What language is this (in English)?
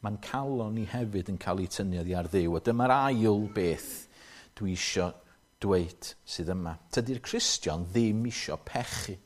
Welsh